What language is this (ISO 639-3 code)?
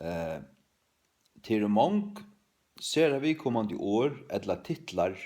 fao